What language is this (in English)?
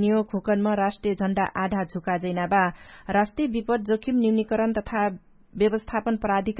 Dangaura Tharu